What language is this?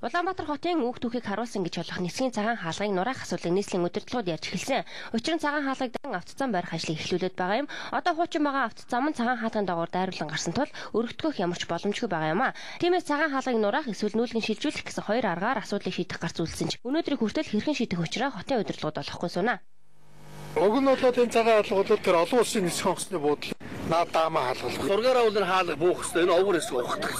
Mongolian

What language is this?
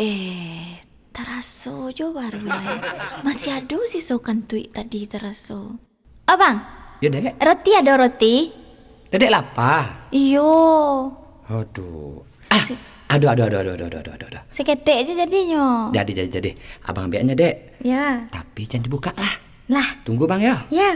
Minangkabau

